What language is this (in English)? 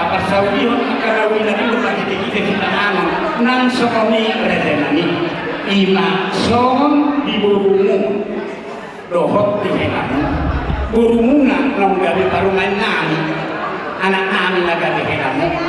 Batak Toba